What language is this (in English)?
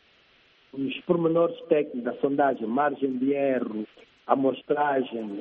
Portuguese